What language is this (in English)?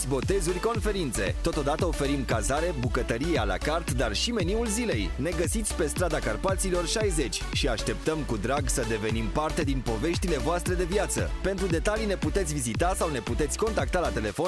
Romanian